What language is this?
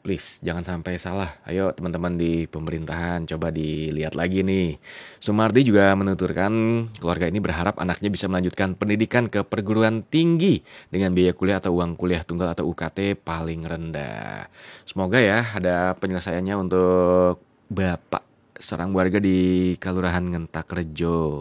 Indonesian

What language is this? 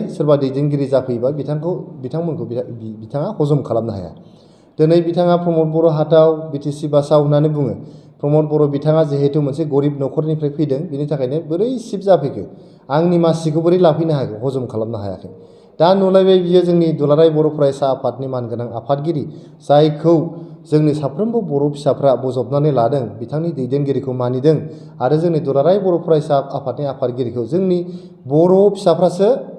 Bodo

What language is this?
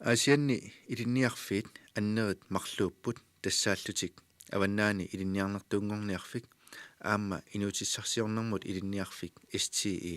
Kalaallisut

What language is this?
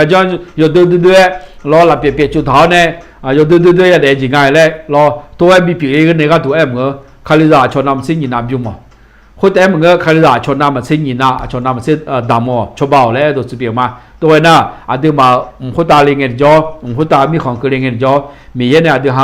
Akha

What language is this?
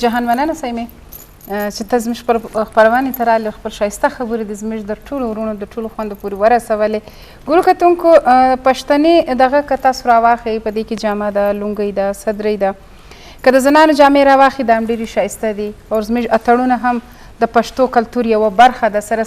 Eastern Balochi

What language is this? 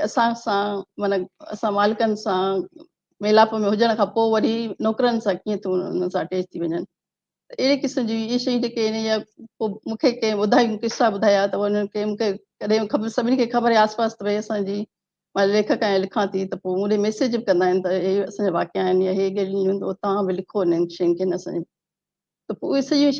Sindhi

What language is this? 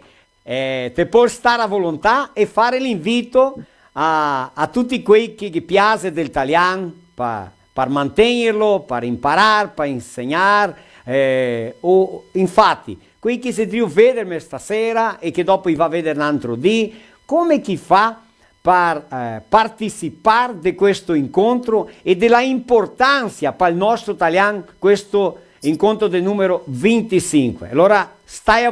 Venetian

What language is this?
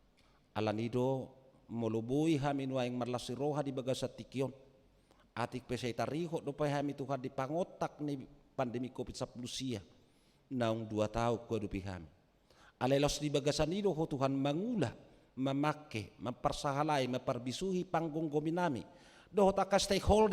Batak Toba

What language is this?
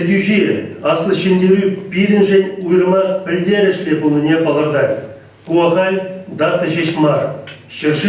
Chuvash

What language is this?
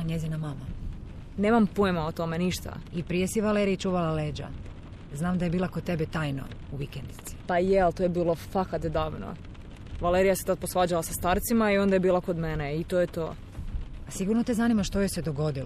Serbian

